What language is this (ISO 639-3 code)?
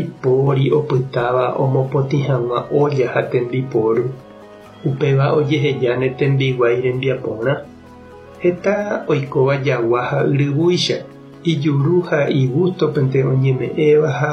grn